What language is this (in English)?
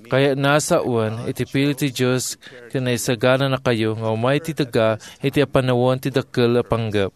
Iloko